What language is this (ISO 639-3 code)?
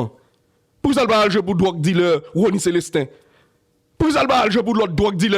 hat